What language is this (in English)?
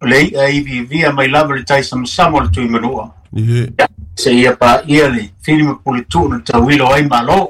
Samoan